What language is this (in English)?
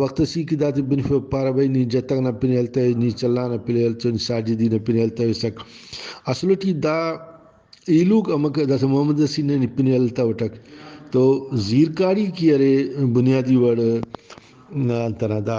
Brahui